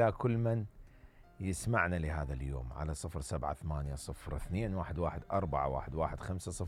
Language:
Mesopotamian Arabic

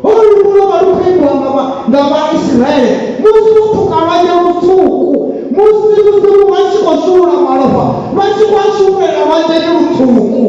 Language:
Venda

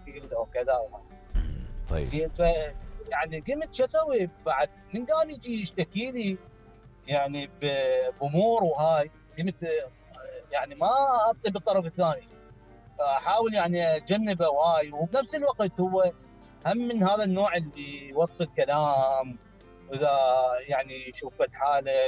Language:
Mesopotamian Arabic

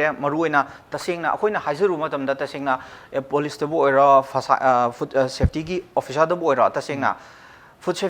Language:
Manipuri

